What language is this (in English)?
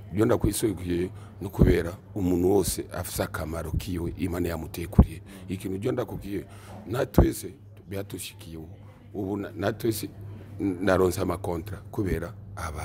Rundi